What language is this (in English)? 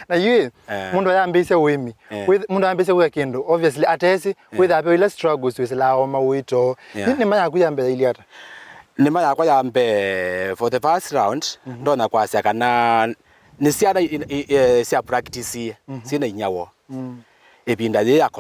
Kamba